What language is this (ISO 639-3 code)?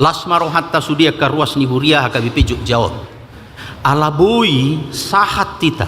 bbc